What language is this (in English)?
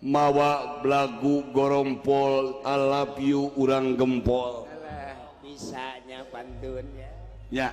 Sundanese